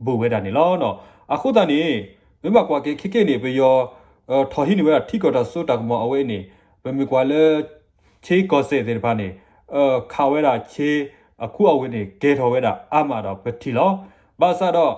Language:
S'gaw Karen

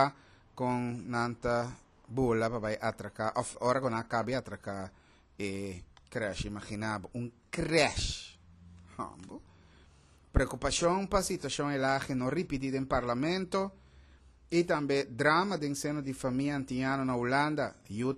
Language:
Papiamento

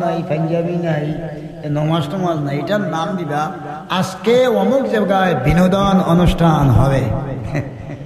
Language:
Sylheti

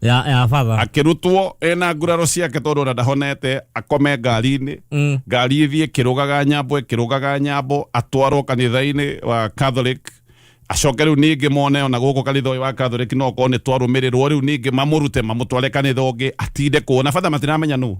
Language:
Kikuyu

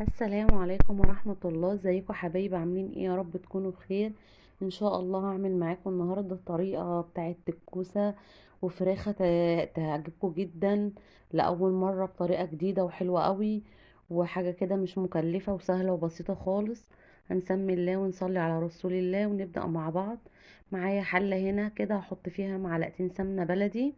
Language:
Egyptian Arabic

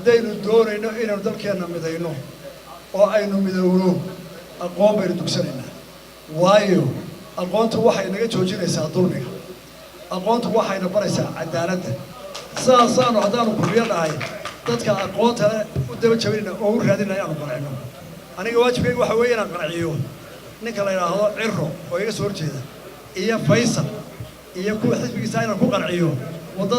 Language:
Somali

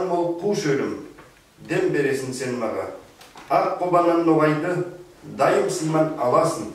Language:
Nogai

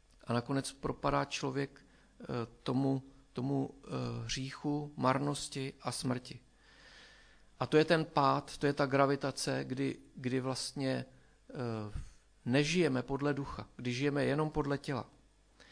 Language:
Czech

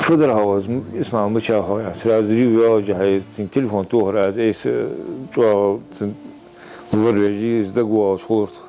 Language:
Ingush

